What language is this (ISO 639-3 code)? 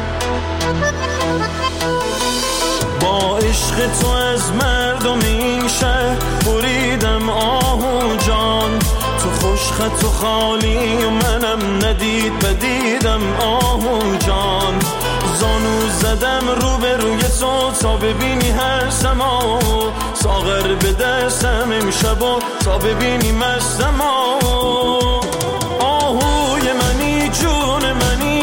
fas